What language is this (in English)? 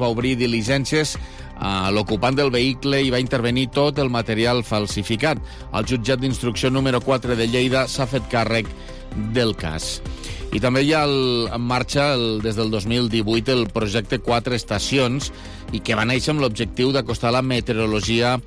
Catalan